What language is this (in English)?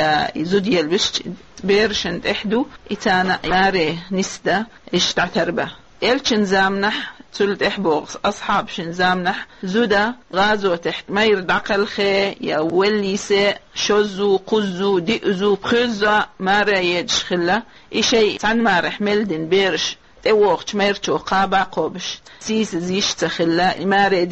Chechen